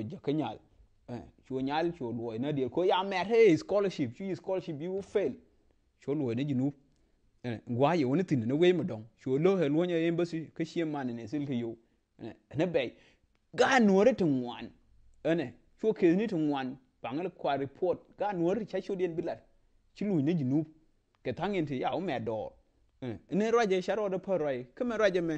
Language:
Nuer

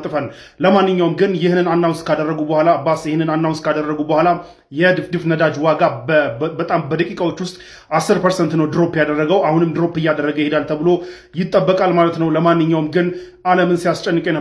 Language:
Amharic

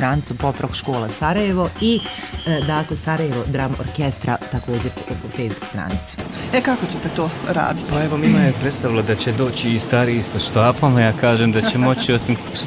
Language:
Bosnian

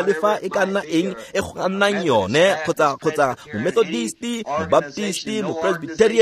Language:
Tswana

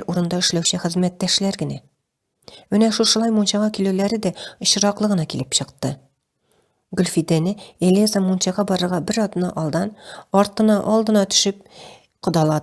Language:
Tatar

